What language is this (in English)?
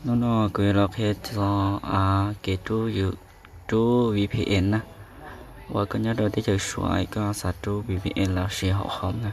Hmong